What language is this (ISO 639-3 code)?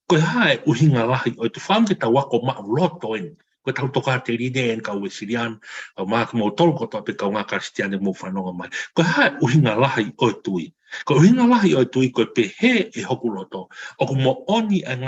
ton